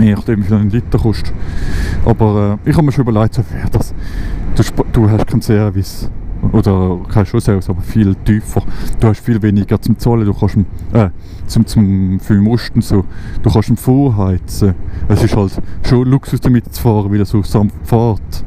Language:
Swiss German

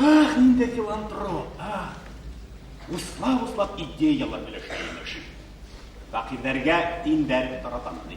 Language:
Bashkir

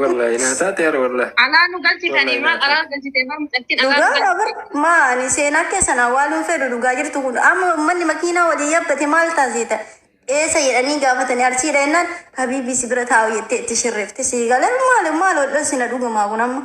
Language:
Oromo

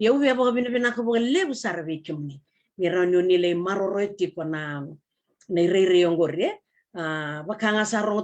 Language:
Fijian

